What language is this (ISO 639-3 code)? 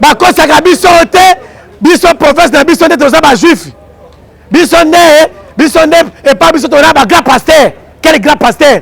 lin